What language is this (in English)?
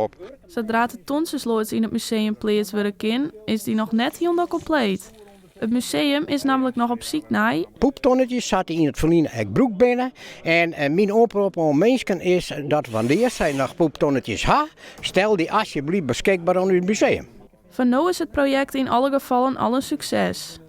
Western Frisian